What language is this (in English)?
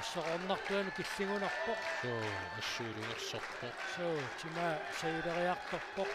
Kalaallisut